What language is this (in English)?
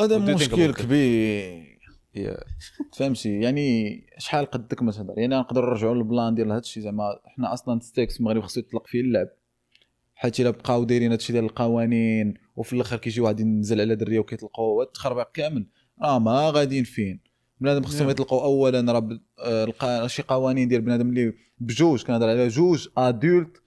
Moroccan Arabic